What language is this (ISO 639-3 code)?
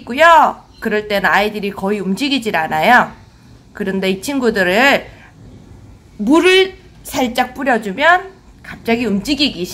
kor